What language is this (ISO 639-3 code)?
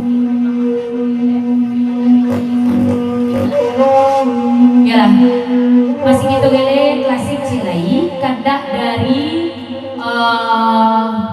min